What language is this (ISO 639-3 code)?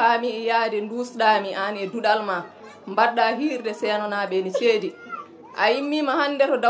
ful